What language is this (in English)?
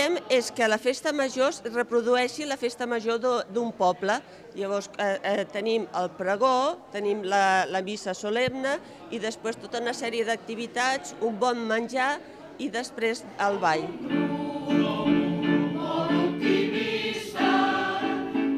Catalan